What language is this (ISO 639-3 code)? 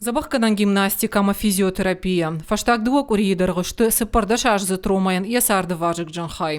oss